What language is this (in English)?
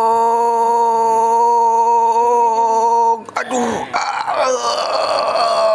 Achinese